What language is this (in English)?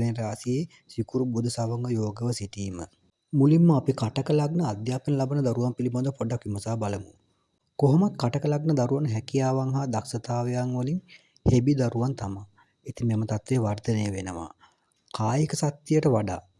Sinhala